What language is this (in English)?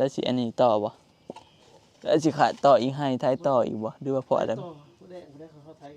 Northeastern Thai